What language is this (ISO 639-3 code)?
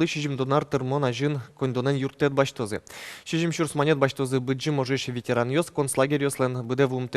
udm